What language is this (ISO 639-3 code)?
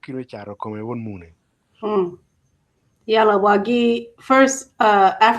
ach